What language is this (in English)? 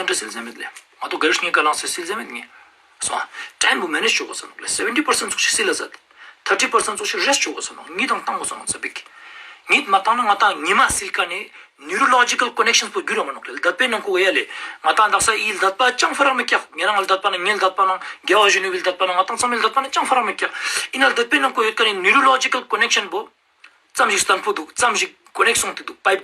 Ladakhi